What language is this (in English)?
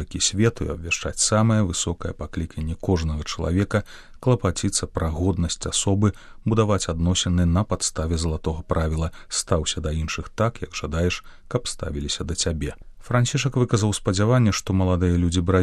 Belarusian